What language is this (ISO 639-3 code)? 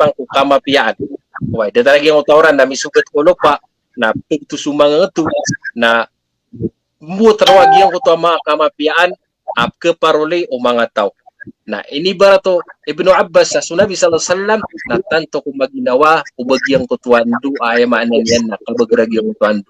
mrw